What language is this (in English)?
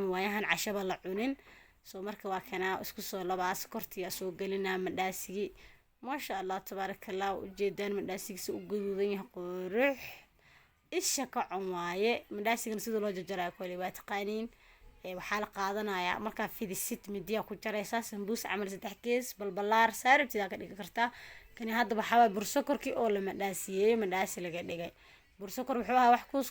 Somali